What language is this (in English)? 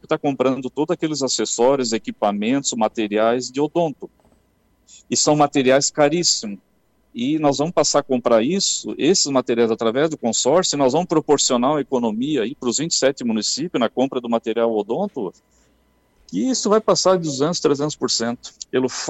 Portuguese